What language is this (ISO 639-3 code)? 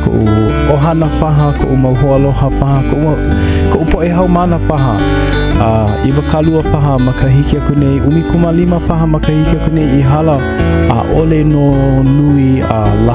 haw